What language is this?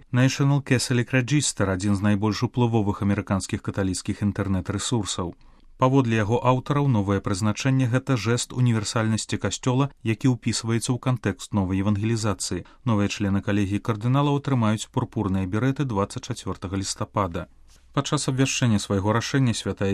Belarusian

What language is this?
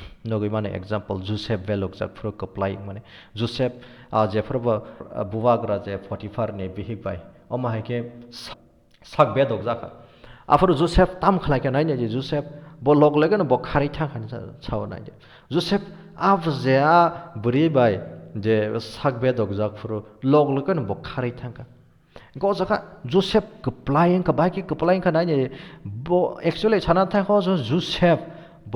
Kok Borok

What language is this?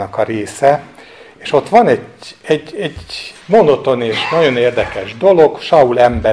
Hungarian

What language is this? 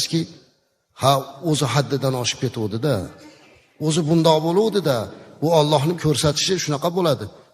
Uzbek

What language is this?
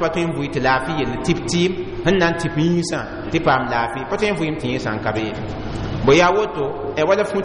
Mossi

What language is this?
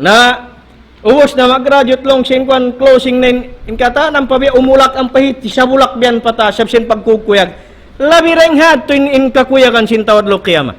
Tausug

